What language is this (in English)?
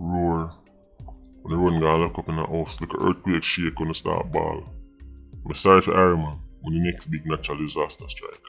Jamaican Creole English